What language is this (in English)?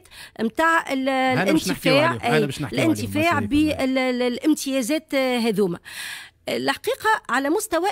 Tunisian Arabic